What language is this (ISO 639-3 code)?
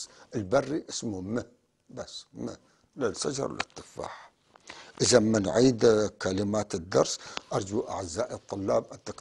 apc